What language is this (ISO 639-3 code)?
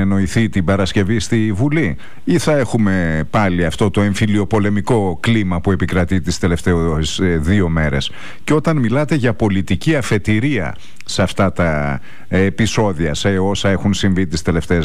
ell